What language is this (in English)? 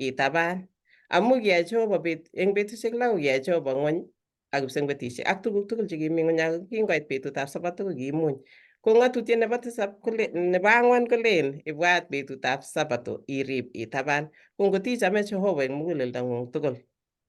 Kalenjin